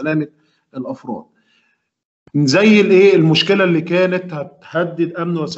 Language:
Egyptian Arabic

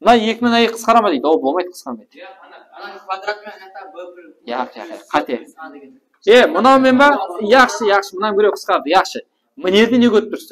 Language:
Kara-Kalpak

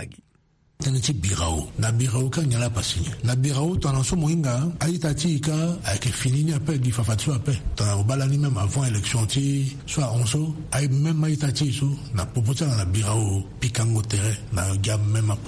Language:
Sango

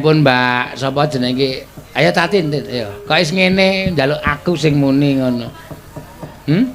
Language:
Javanese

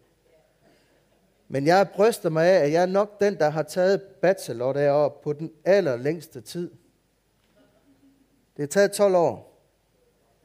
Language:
Danish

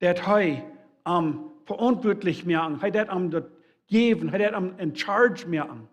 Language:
Plautdietsch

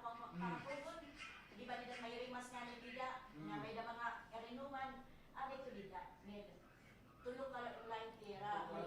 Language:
Waray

